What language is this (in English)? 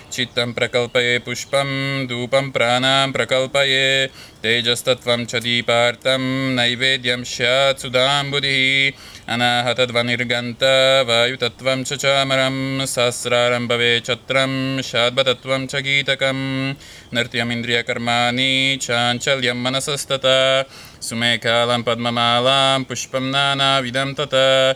Slovak